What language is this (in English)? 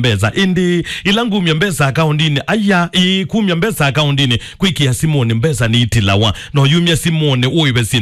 Kamba